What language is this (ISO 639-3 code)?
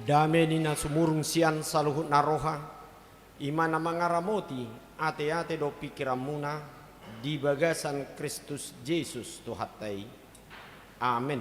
bbc